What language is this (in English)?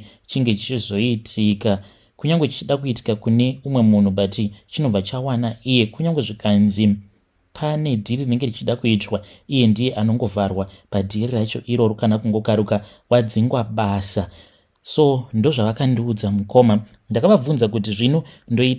Shona